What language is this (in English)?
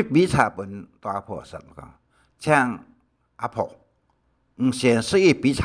Hakka Chinese